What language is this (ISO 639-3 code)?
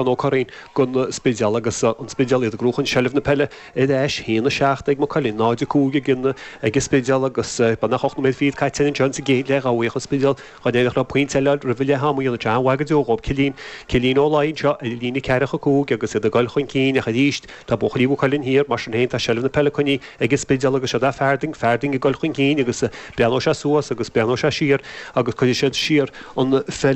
gle